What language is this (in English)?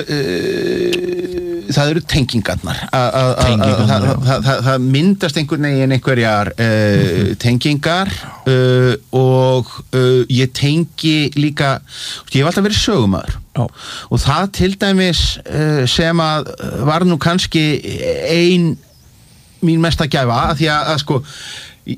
Icelandic